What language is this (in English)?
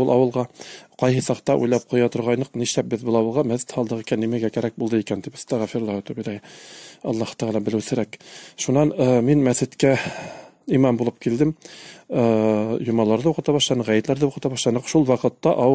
Bashkir